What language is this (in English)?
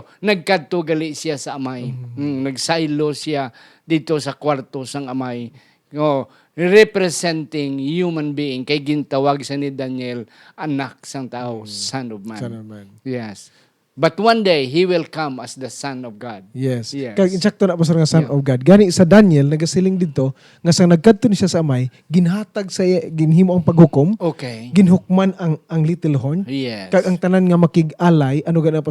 Hiligaynon